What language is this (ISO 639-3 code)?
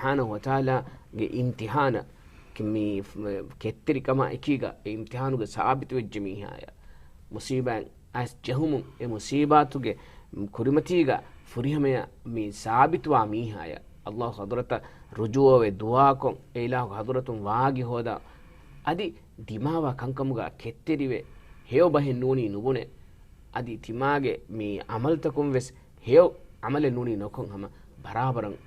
div